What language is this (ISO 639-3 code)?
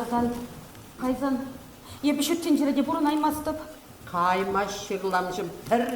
chv